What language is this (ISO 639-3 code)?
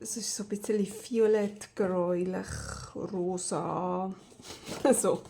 gsw